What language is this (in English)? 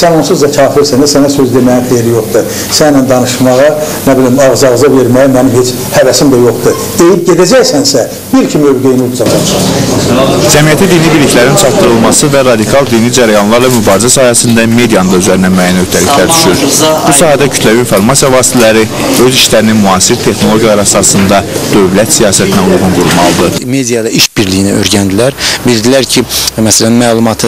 Azerbaijani